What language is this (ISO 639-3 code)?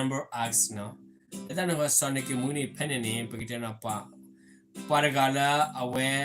ksw